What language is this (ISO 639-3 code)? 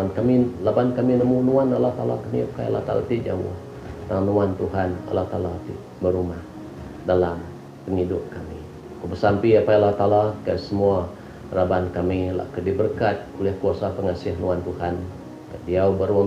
iba